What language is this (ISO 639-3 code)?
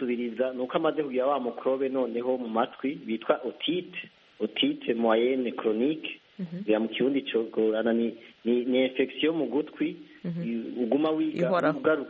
kin